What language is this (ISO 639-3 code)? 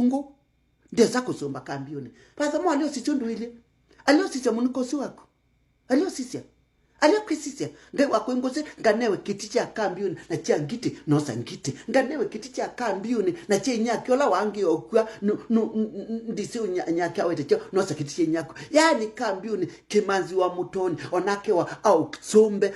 kam